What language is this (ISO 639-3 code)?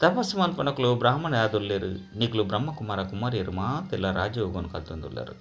tcy